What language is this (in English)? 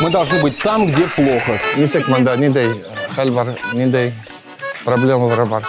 Bashkir